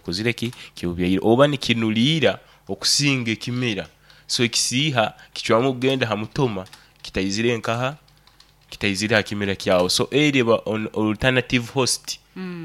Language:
Nyoro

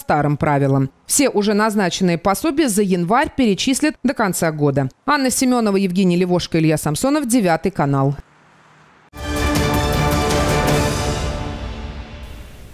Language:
Russian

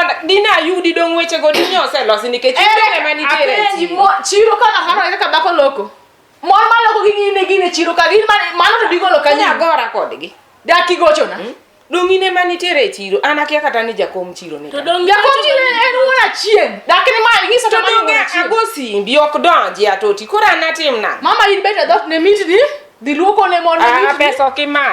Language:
Luo (Kenya and Tanzania)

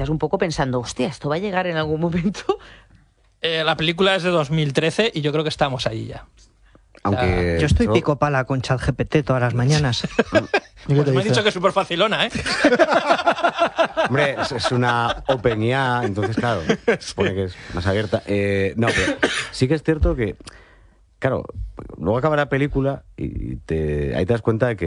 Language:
Spanish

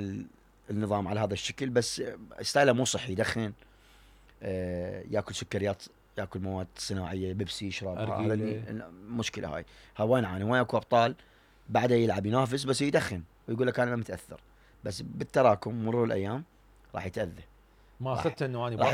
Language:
Mesopotamian Arabic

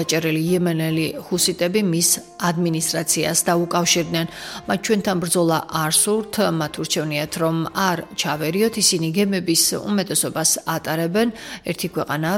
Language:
Georgian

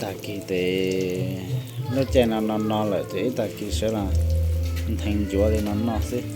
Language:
Hmong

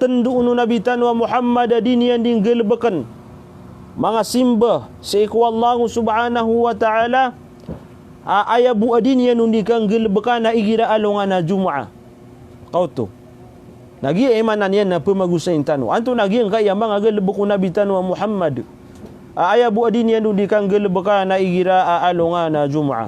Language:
Maranao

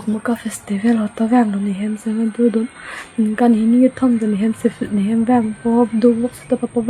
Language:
Karbi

